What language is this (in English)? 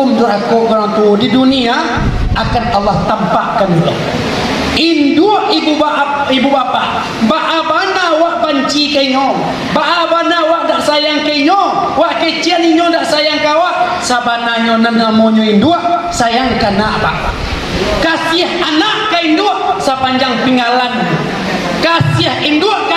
Minangkabau